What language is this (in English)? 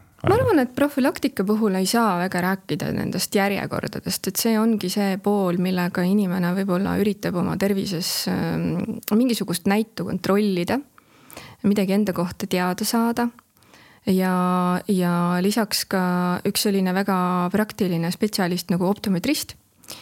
Estonian